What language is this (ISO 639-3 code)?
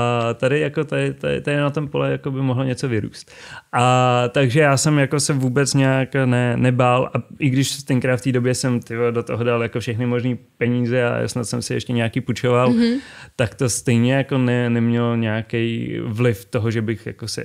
ces